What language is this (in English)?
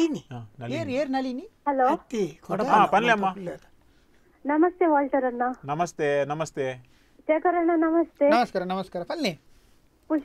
Tulu